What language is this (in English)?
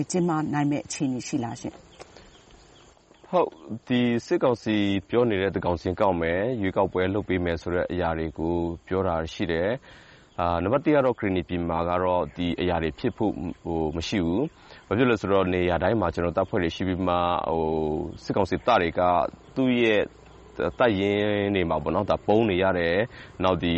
Burmese